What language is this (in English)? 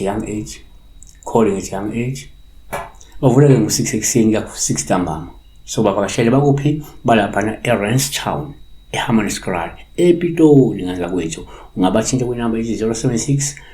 Zulu